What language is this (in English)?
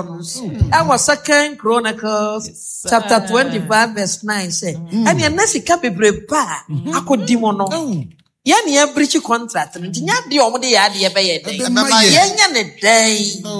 Akan